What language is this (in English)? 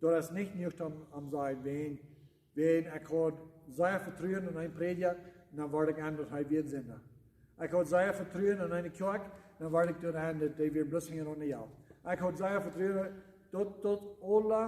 Plautdietsch